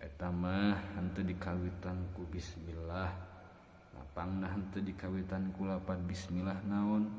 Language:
Sundanese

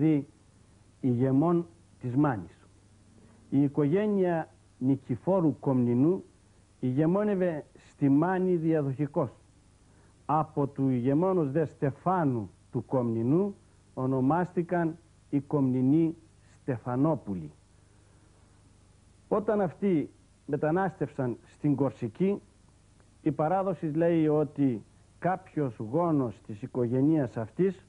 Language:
Greek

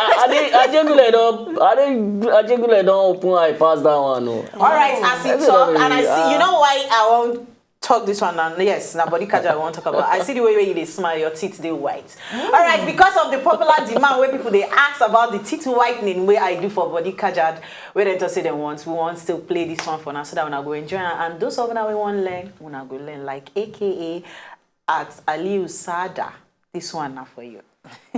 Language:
Nigerian Pidgin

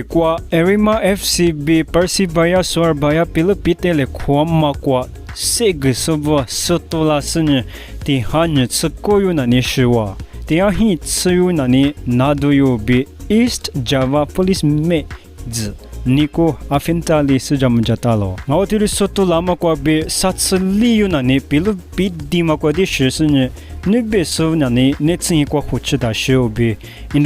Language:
Lisu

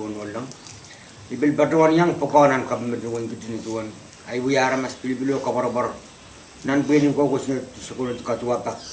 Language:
Pohnpeian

